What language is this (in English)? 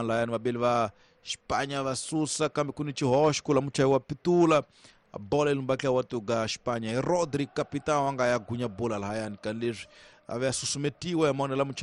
Tsonga